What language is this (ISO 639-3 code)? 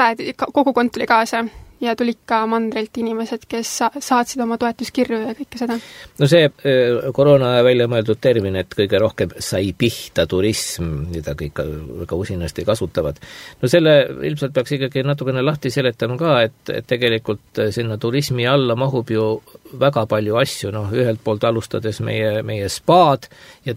est